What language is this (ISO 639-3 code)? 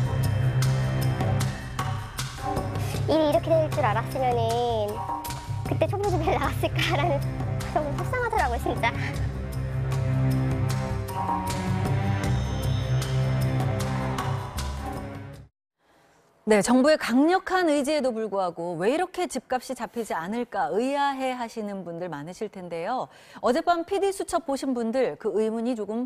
kor